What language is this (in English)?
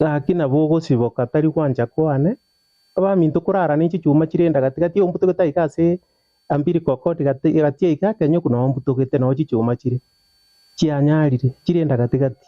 Gusii